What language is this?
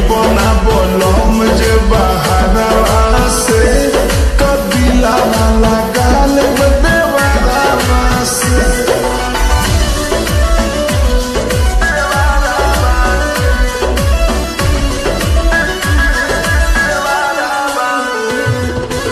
Bhojpuri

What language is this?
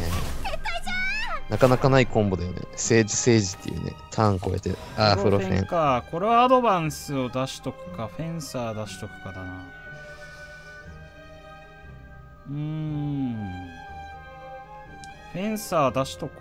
Japanese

